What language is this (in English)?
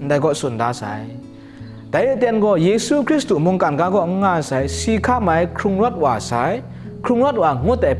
Kachin